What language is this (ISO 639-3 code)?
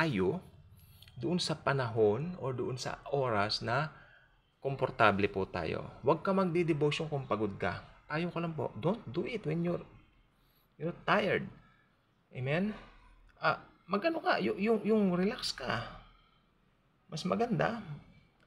fil